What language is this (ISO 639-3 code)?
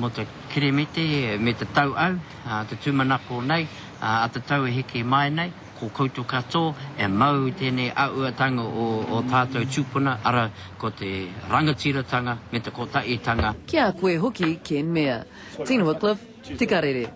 mri